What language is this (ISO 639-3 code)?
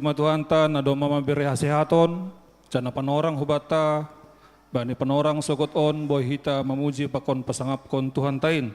bts